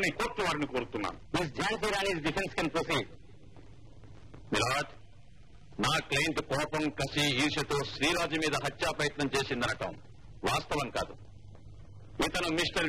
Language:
Telugu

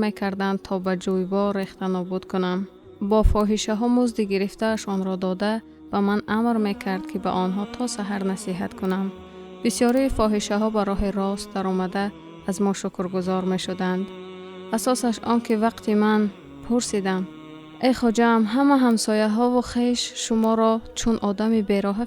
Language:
Tajik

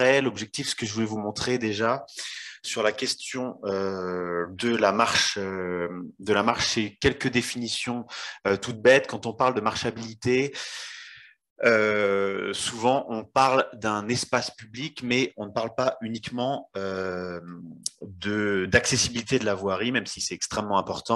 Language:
French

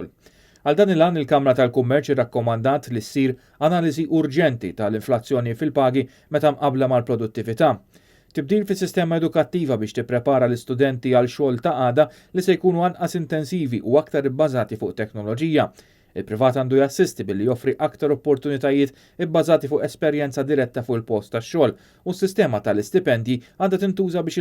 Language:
Maltese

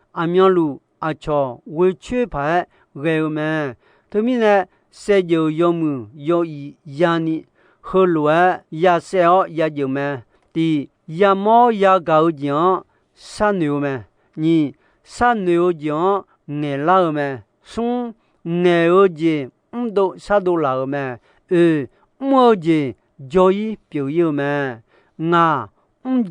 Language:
Akha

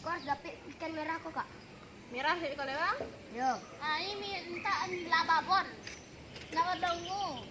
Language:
Minangkabau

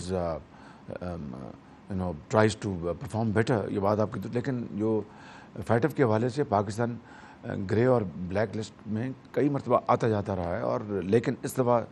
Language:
Urdu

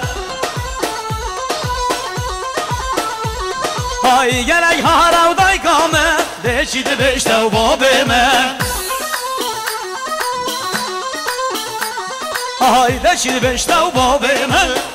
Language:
Kurdish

